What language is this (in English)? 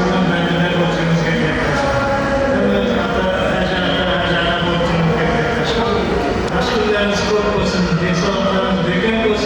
Kara-Kalpak